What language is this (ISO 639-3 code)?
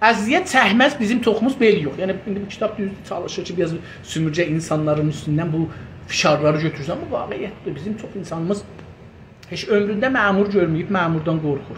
azb